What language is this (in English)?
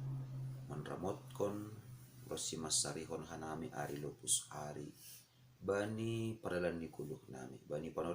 Batak Simalungun